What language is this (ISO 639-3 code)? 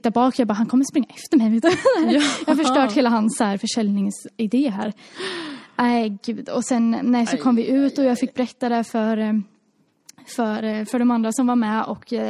swe